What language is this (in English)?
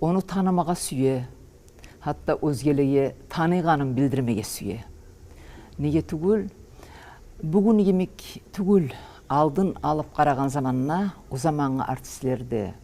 Kumyk